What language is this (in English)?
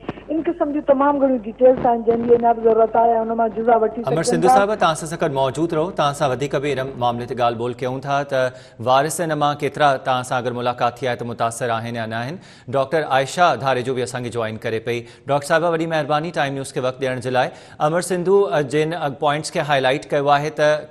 Sindhi